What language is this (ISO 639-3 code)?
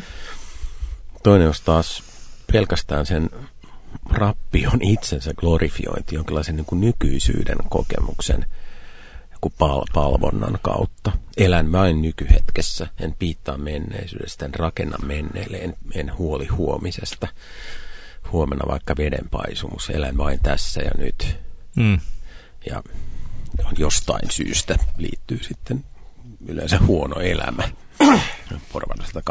fin